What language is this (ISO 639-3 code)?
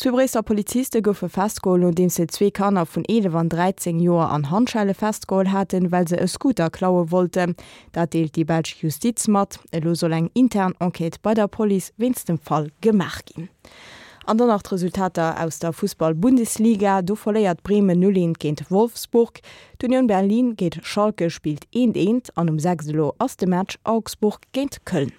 ltz